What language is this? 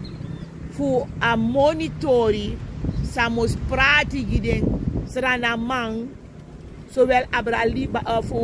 Sranan Tongo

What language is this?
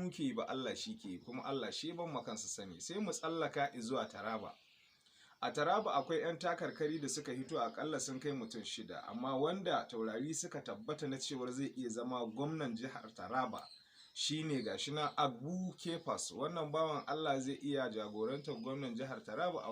Hausa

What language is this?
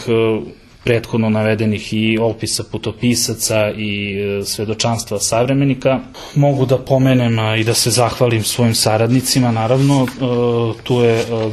Serbian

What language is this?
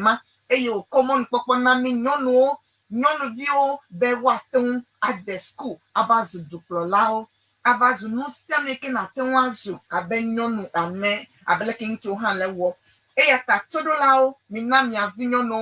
Ewe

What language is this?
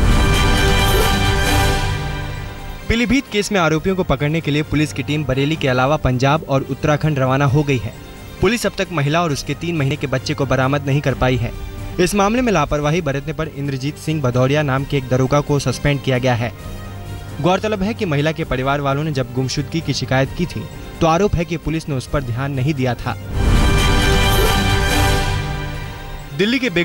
Hindi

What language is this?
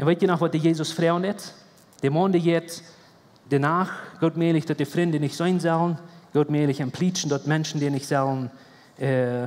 Plautdietsch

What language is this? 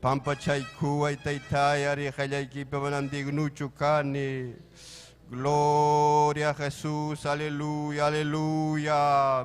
Ayacucho Quechua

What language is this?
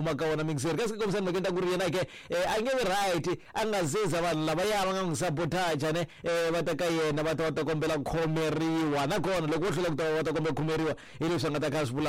Tsonga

